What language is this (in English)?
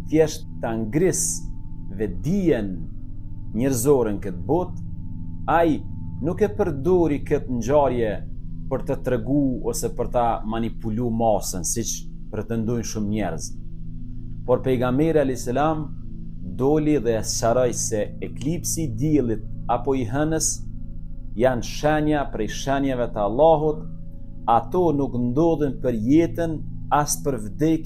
Albanian